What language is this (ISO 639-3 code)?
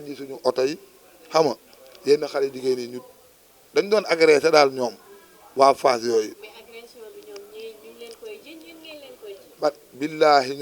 wol